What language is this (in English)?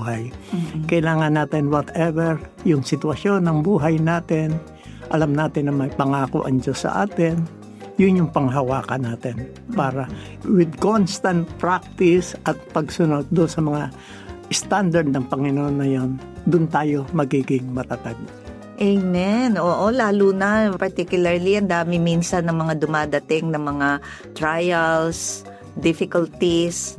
Filipino